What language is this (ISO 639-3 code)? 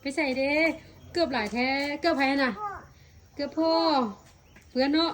tts